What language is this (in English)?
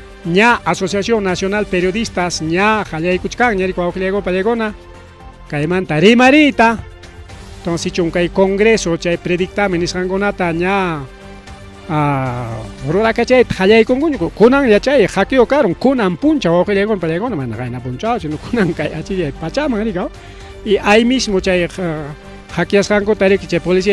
Ayacucho Quechua